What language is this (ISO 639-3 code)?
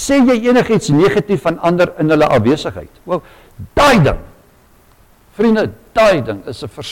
afr